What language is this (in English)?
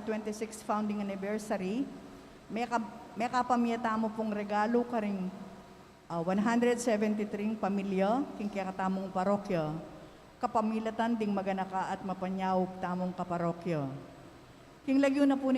Pampanga